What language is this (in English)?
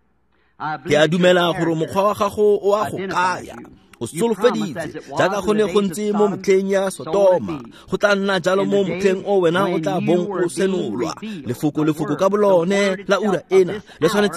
Tswana